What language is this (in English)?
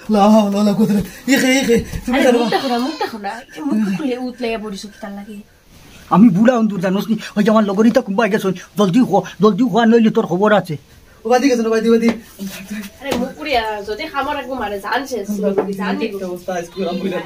Sylheti